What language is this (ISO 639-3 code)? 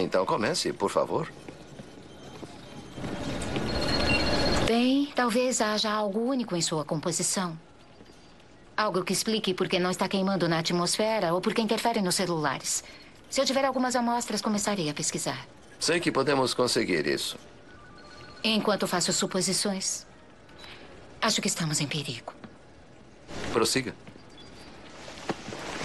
por